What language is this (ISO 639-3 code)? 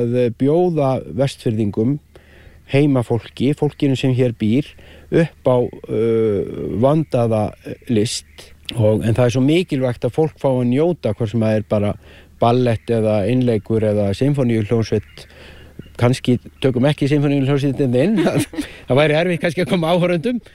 isl